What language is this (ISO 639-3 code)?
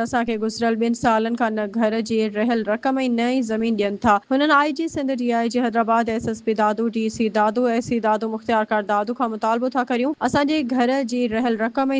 snd